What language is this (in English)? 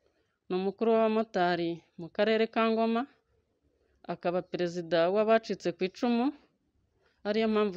Kinyarwanda